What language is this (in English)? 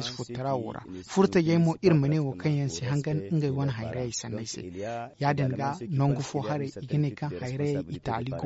Zarma